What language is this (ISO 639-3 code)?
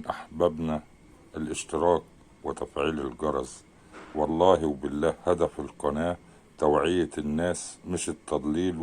arz